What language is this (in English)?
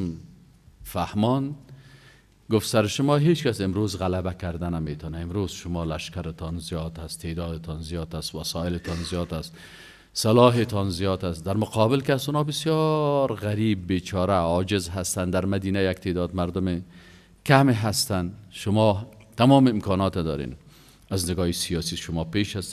Persian